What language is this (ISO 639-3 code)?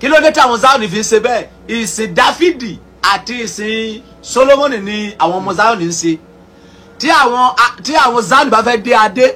yor